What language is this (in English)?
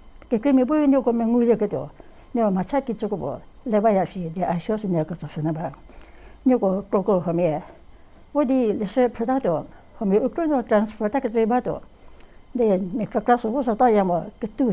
Angami Naga